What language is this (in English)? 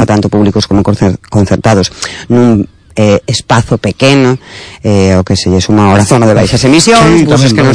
Galician